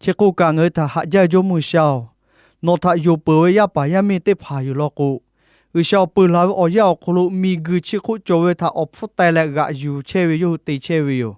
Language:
Lahu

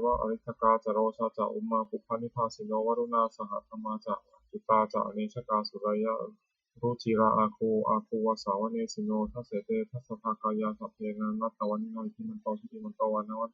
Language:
Pali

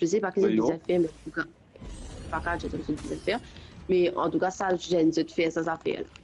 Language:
Morisyen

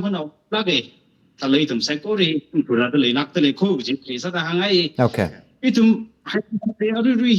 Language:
Tangkhul Naga (India)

